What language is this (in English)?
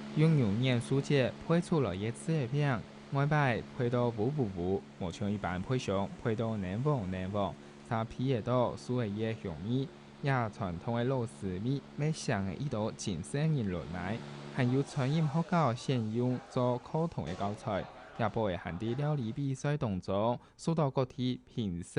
Hakka Chinese